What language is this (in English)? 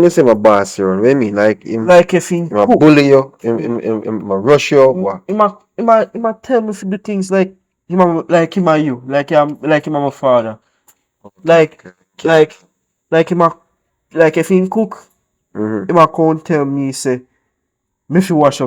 Jamaican Creole English